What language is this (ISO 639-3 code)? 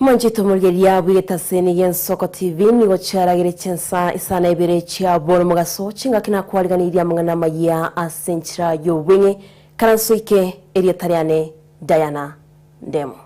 guz